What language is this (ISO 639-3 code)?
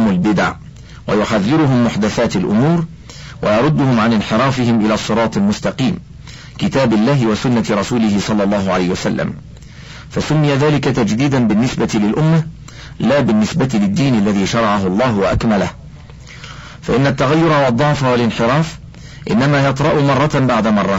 ara